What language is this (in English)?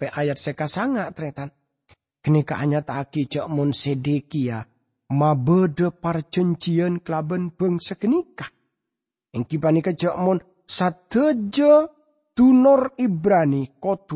Madurese